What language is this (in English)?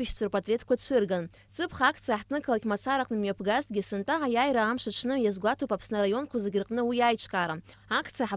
Abkhazian